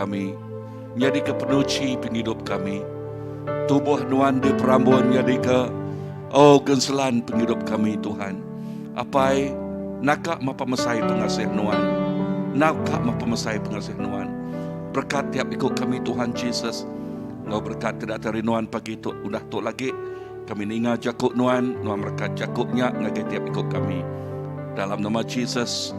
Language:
Iban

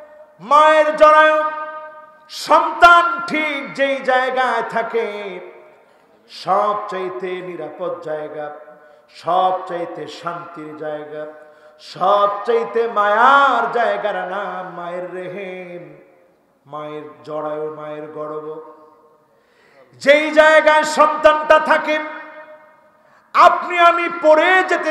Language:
Bangla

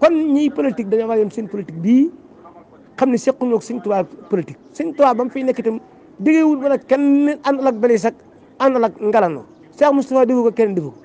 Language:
Wolof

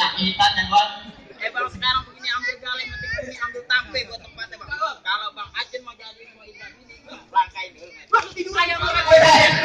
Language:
Betawi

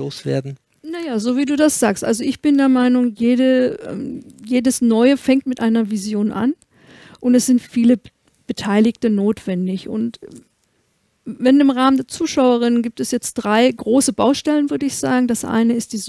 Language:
German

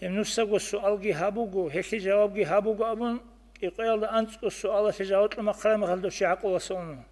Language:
Avaric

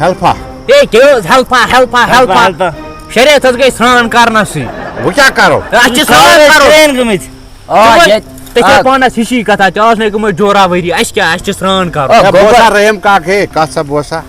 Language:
Kashmiri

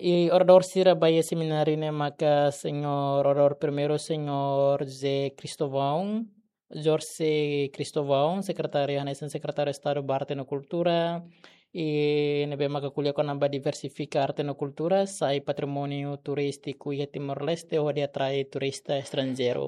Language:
Tetum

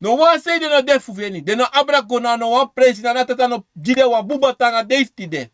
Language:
Sranan Tongo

